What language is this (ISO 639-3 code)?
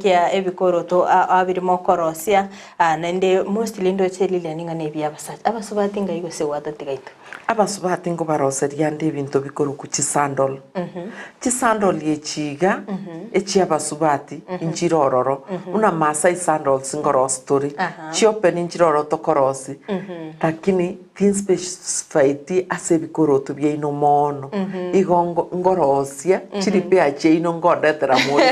guz